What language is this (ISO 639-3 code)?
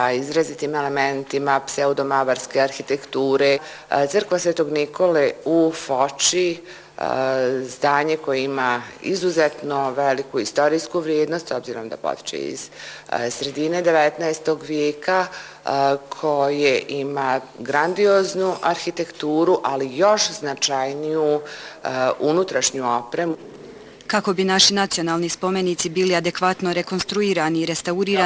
bos